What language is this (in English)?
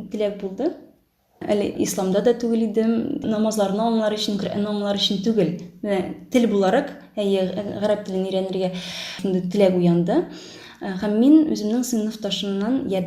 Tatar